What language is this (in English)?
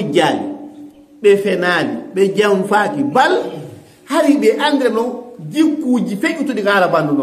Fula